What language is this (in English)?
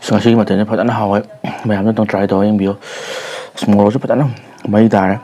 Manipuri